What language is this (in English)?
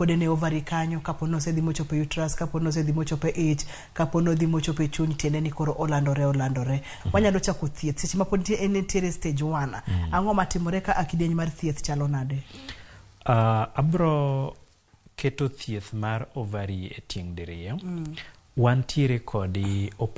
Luo (Kenya and Tanzania)